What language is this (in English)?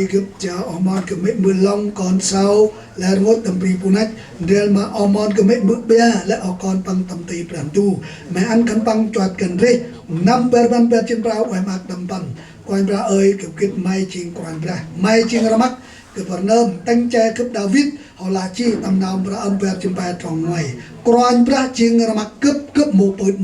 Central Mnong